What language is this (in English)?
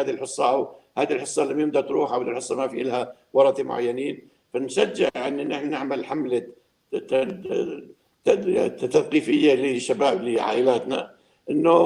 North Levantine Arabic